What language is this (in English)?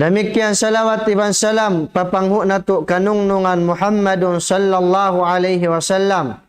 Tausug